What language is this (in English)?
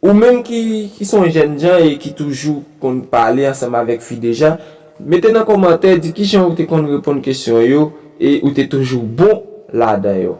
Haitian Creole